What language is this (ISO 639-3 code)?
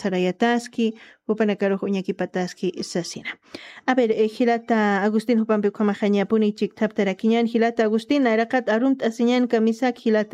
aym